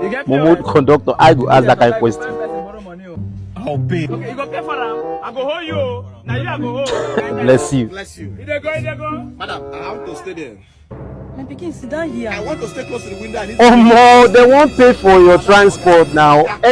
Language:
Nigerian Pidgin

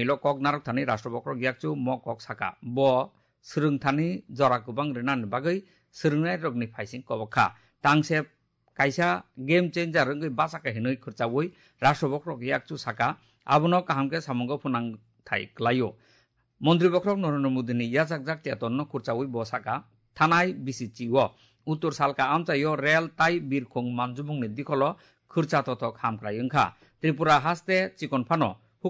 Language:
Kok Borok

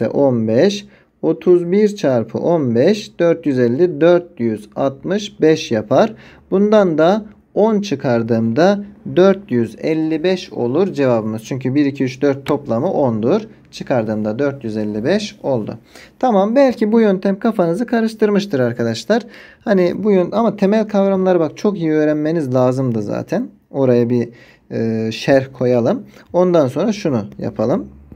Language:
Turkish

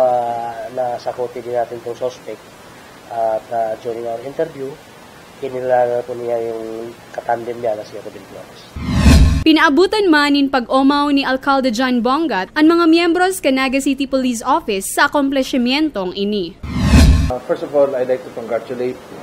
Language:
Bikol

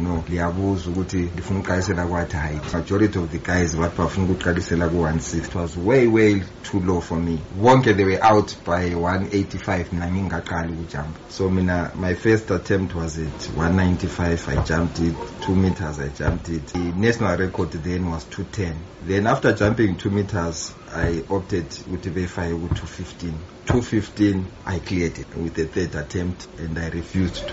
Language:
North Ndebele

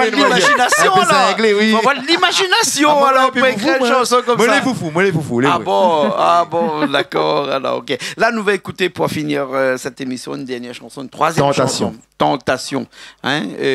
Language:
Réunion Creole French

